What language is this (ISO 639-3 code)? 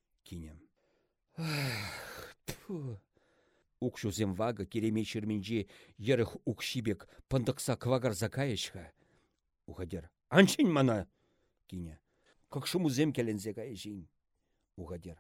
chv